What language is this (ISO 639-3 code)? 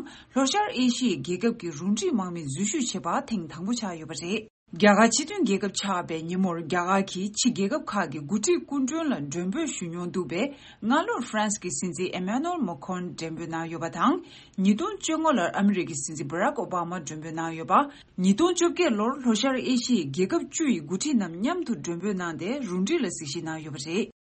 bod